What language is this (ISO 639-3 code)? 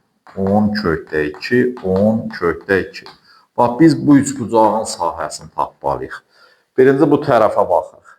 aze